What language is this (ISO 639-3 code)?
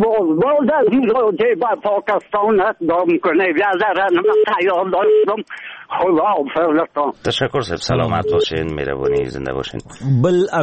fas